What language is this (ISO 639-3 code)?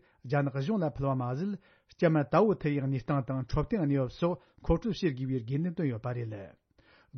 bod